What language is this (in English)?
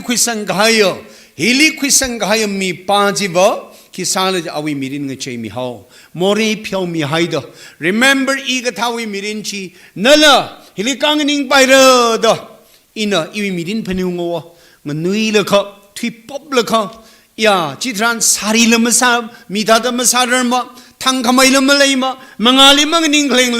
Tangkhul Naga (India)